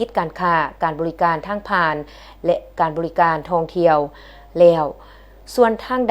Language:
Lao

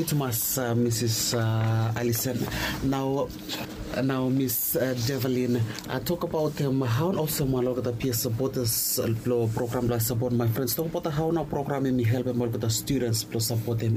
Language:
Bislama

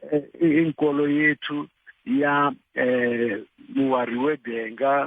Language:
Tsonga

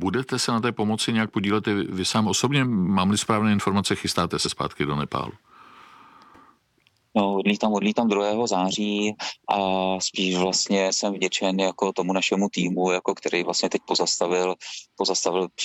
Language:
Czech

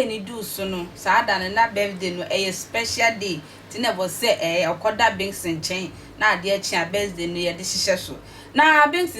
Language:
Akan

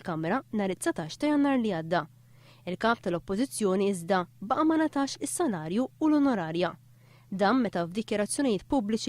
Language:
Maltese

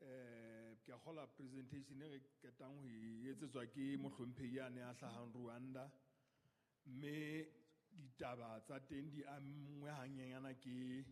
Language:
Southern Sotho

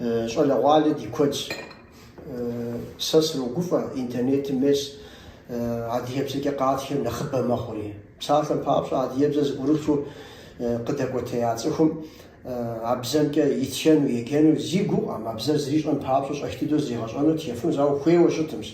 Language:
Kabardian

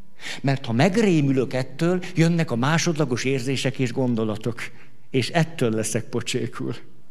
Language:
Hungarian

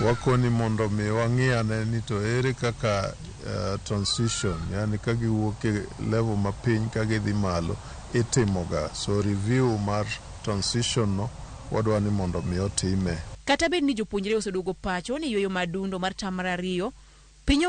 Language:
Luo (Kenya and Tanzania)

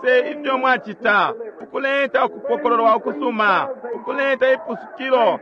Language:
Bemba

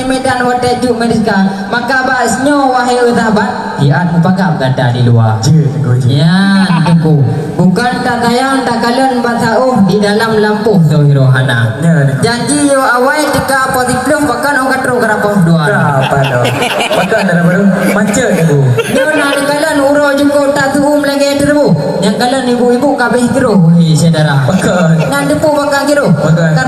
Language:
Achinese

